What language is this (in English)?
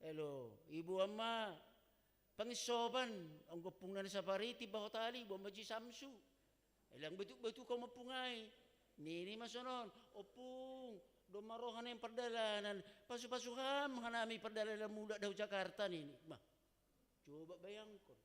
Batak Simalungun